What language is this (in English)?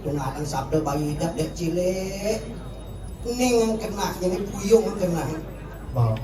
Balinese